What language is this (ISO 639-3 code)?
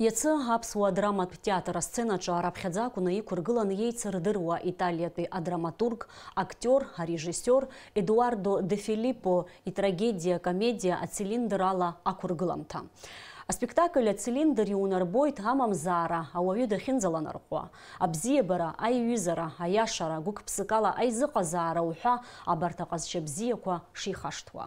abk